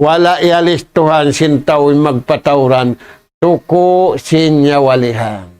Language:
Tausug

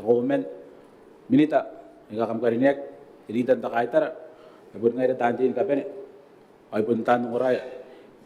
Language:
Gilbertese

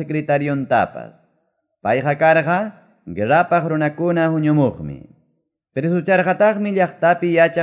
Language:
Quechua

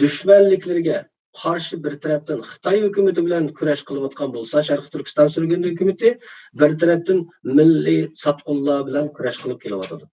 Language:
Uyghur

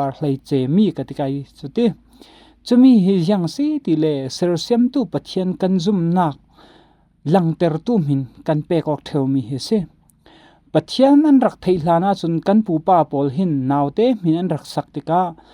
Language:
Falam Chin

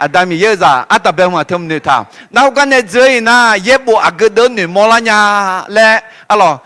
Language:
Akha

